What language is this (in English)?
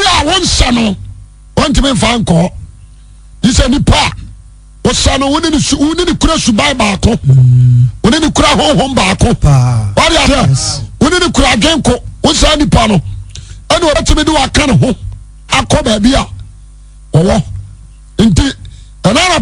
Akan